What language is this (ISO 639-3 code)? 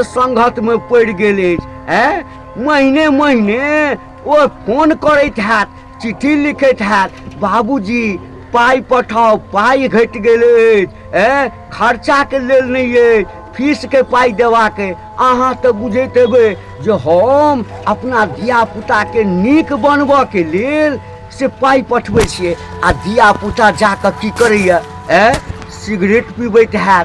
mai